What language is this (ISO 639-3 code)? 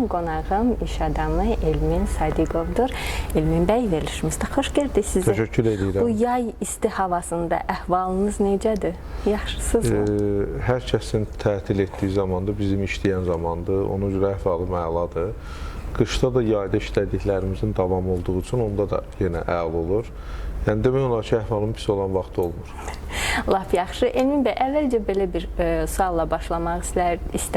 aze